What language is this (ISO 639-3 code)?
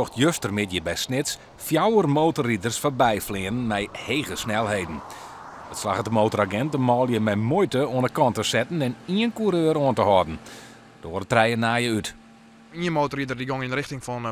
fry